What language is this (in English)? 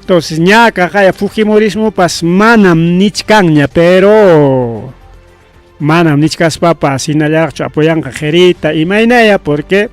Ayacucho Quechua